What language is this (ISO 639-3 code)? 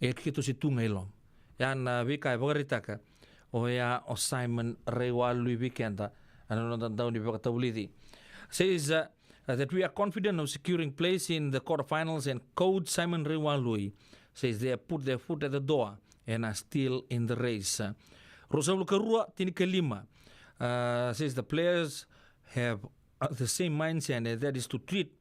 fij